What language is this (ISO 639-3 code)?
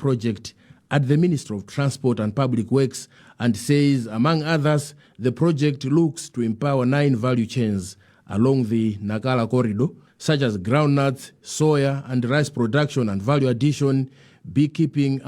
eng